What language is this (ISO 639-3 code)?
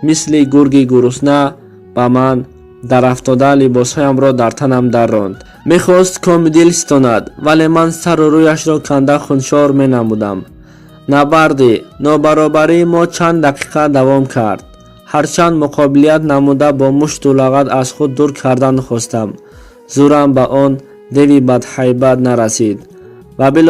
tgk